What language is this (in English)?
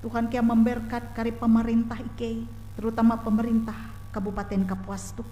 Ngaju